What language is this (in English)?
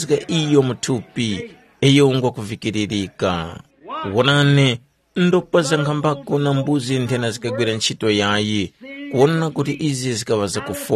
Tumbuka